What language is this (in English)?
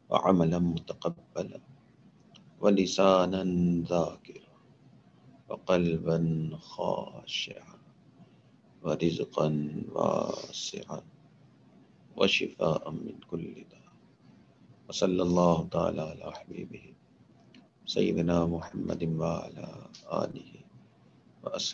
Urdu